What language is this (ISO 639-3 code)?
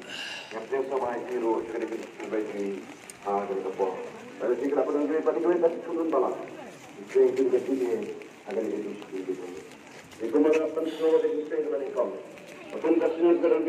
kha